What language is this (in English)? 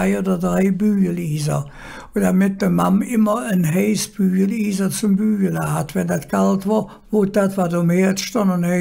Colognian